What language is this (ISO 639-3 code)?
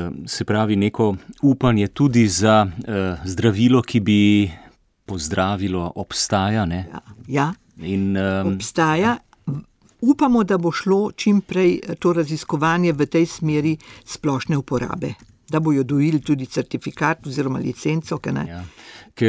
slv